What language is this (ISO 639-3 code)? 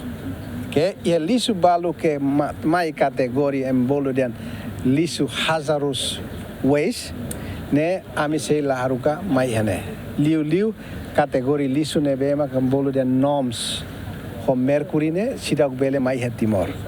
tet